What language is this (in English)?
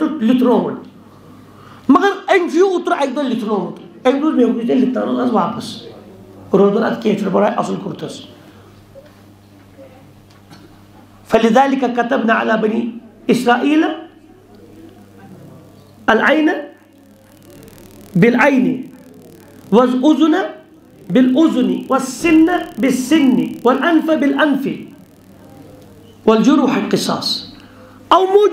Kashmiri